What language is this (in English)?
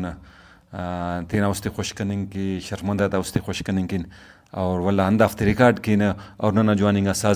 Brahui